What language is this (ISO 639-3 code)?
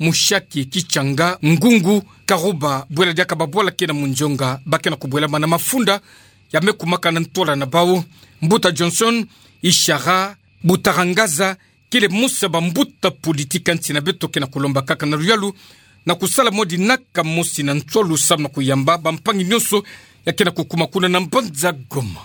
ktu